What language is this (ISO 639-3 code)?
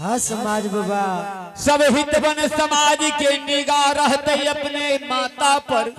anp